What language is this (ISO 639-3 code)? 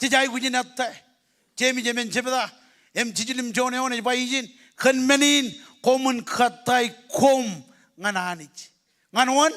mah